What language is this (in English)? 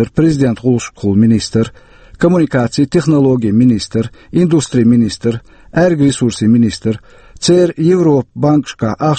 Chechen